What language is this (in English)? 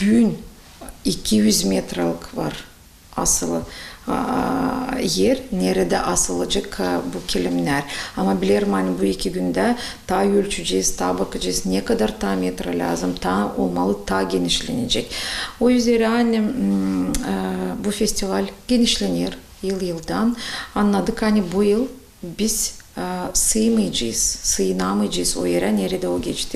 Gagauz